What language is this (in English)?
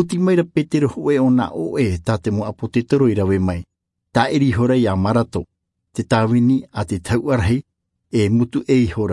Tahitian